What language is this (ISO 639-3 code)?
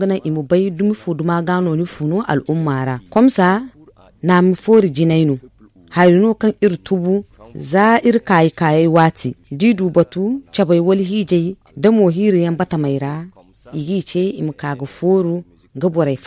dje